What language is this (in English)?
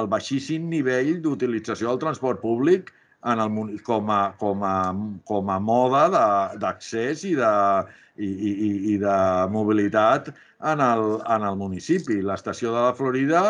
Catalan